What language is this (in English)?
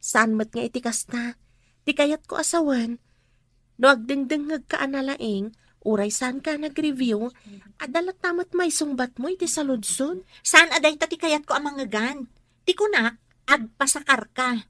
Iloko